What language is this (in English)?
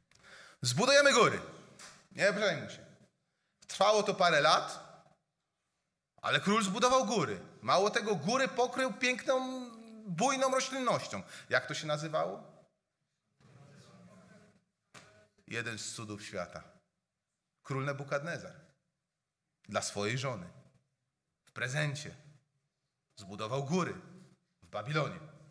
Polish